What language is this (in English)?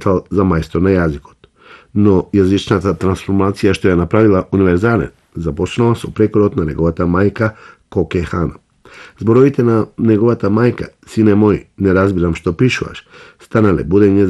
Macedonian